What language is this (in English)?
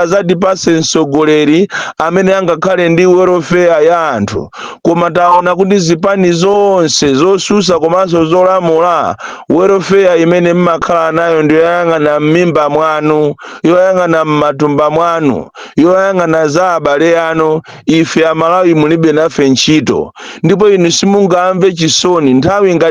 Nyanja